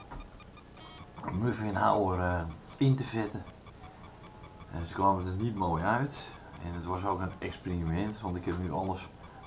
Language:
Dutch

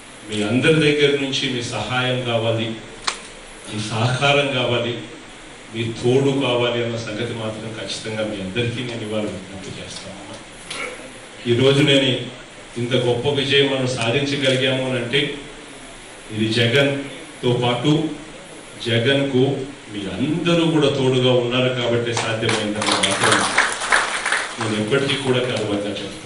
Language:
Telugu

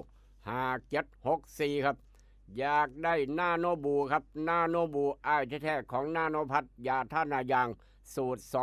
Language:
Northeastern Thai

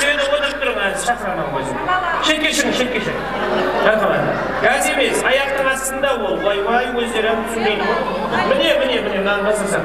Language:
Kara-Kalpak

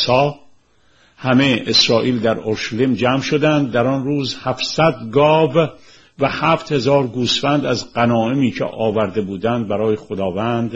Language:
Persian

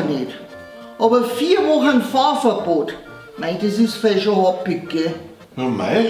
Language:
Bavarian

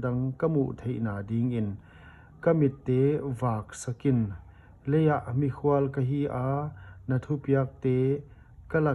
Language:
Paite Chin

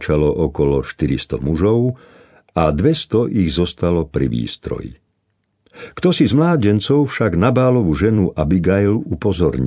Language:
Slovak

